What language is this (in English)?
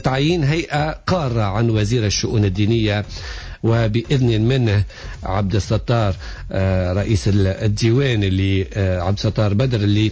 Tunisian Arabic